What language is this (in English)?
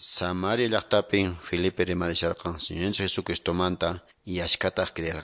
Quechua